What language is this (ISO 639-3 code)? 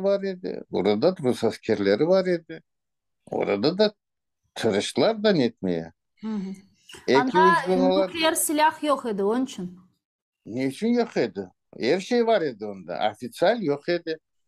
crh